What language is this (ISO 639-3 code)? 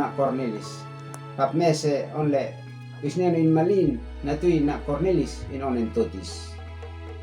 aoz